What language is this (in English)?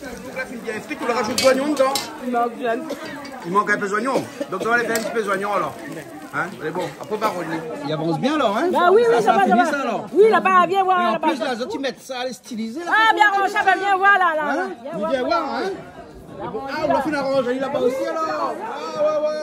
Réunion Creole French